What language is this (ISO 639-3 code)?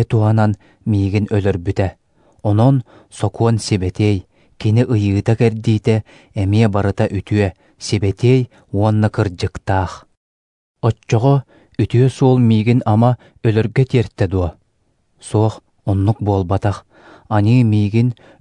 sah